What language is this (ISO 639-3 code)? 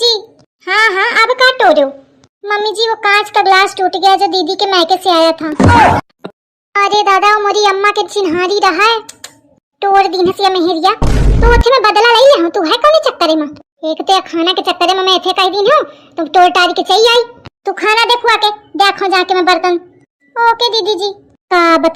awa